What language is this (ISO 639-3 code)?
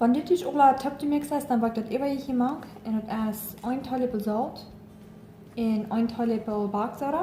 pdt